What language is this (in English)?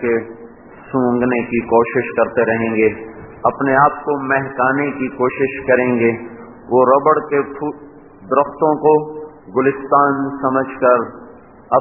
Urdu